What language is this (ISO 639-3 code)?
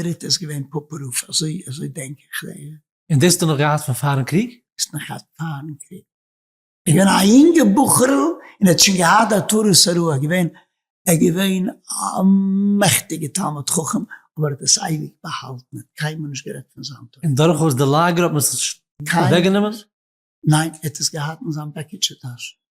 yid